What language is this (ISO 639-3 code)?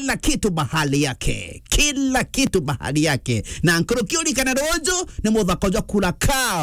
mer